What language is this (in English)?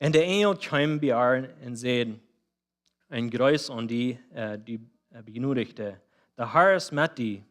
Plautdietsch